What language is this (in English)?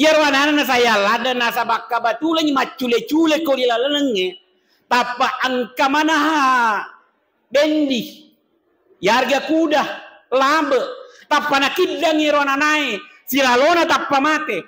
Buginese